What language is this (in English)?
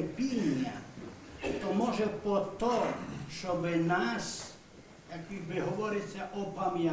Rusyn